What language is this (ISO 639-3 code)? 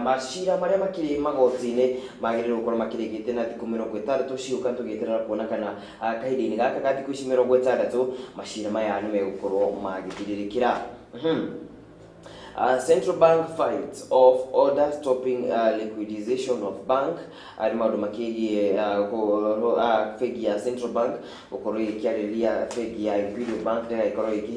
kik